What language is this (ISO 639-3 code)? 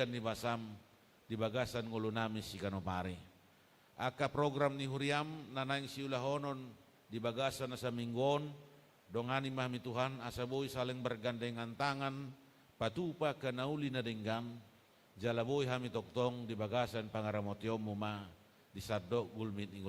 bbc